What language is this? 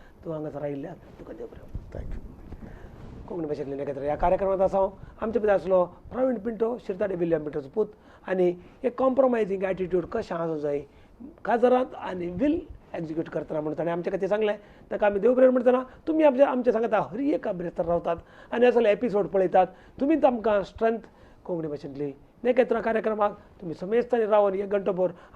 Konkani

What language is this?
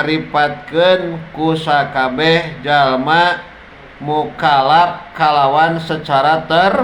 Sundanese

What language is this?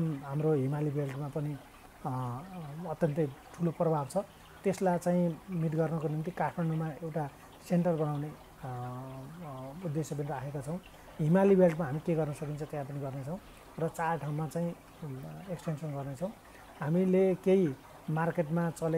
Nepali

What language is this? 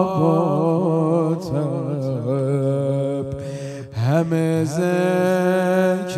Persian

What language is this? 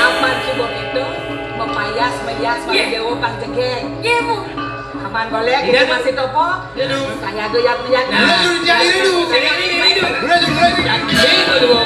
Balinese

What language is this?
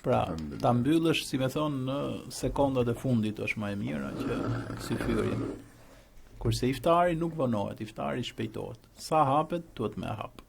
Albanian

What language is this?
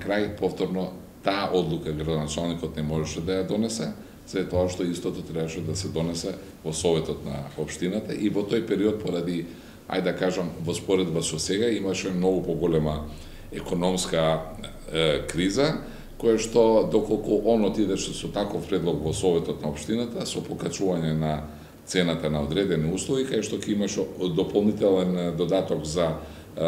Macedonian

